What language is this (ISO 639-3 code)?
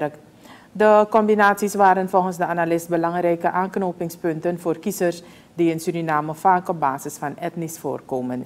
nld